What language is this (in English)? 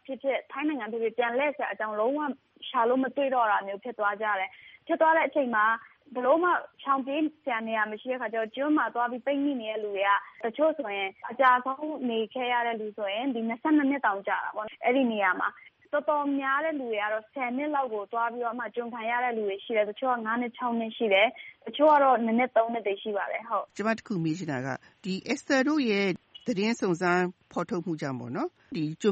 Burmese